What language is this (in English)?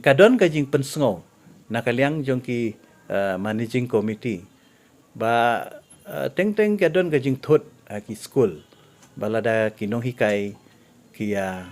Khasi